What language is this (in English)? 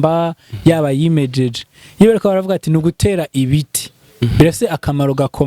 Rundi